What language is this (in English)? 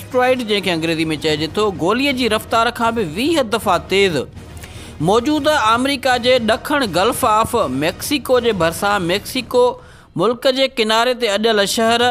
Sindhi